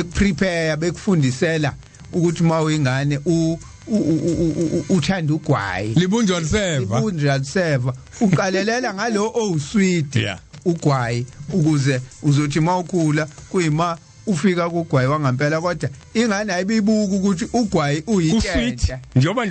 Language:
Zulu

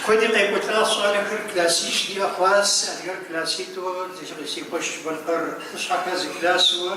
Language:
Kabardian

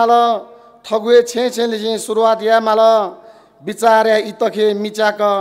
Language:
Newari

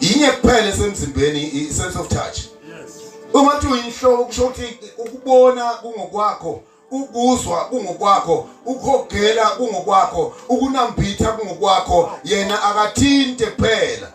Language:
Zulu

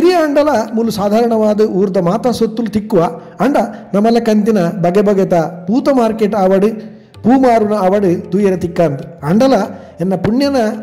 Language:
Tulu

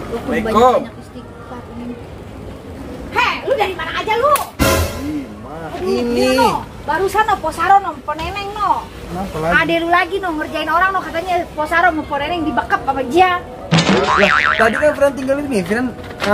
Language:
Betawi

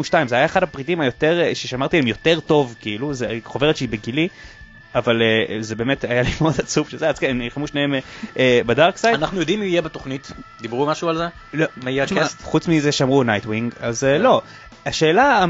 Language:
Hebrew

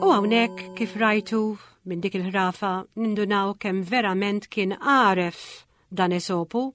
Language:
Maltese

